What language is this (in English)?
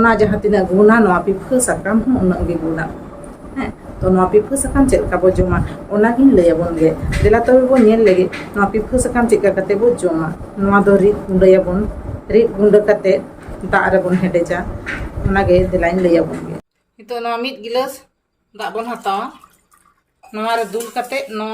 Santali